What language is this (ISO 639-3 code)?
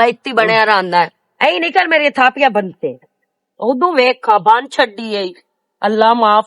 lah